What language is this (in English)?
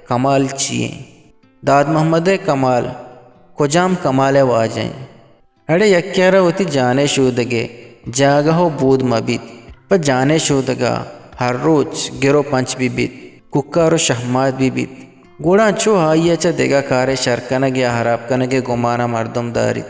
Eastern Balochi